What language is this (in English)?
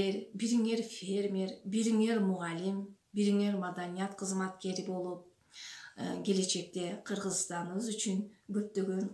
Kyrgyz